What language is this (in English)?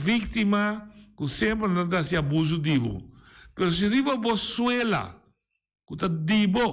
Papiamento